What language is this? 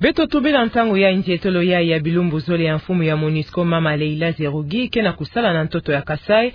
Kituba (Democratic Republic of Congo)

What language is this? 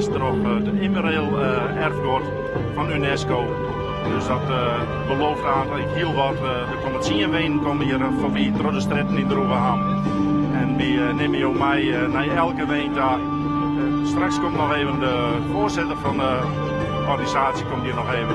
Western Frisian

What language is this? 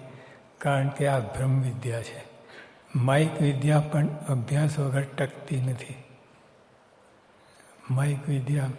Gujarati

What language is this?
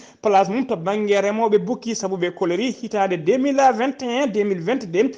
Fula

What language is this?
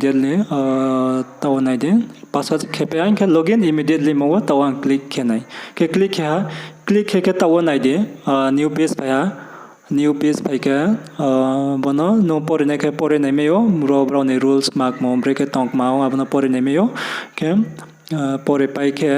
Riang (India)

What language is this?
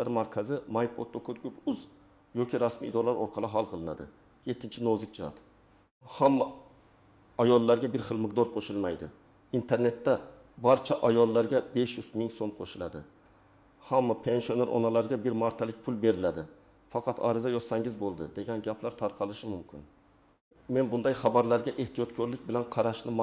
Uzbek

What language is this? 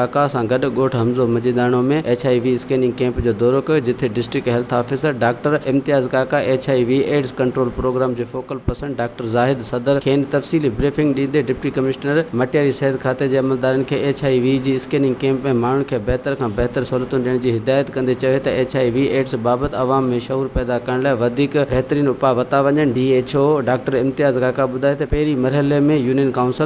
Sindhi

